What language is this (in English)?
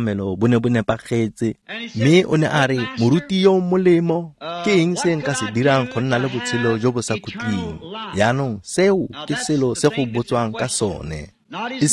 Tswana